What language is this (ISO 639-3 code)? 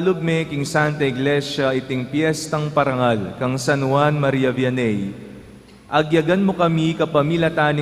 pam